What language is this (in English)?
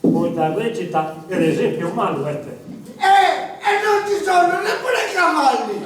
Sardinian